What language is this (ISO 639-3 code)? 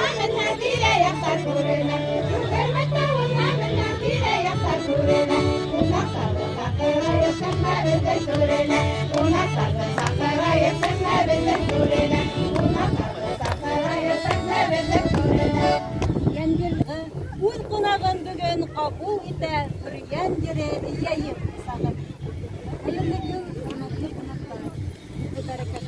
bak